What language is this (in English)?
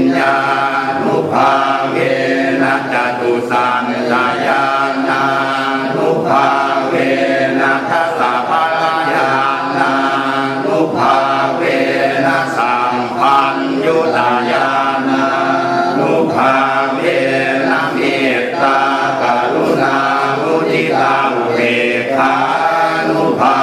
Pali